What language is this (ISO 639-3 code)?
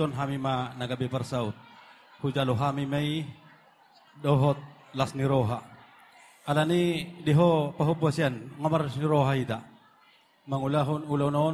bbc